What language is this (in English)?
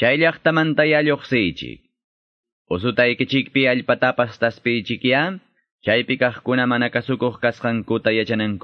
Ayacucho Quechua